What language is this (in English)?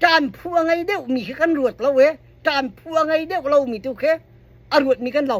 Hakha Chin